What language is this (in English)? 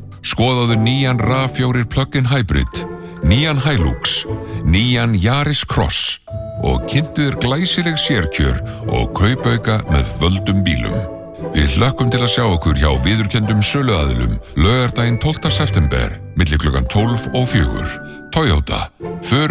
Icelandic